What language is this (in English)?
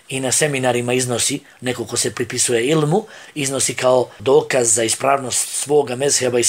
Bosnian